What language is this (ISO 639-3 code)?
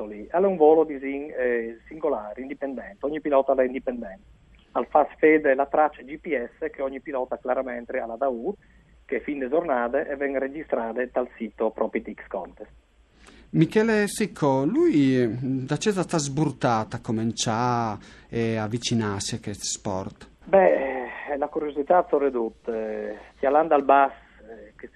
fur